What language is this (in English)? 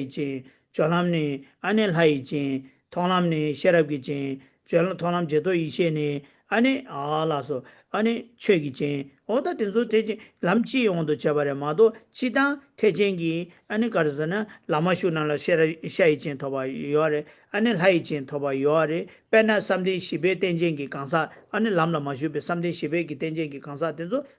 Tibetan